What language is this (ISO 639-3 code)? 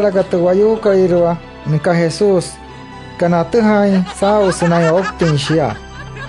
guc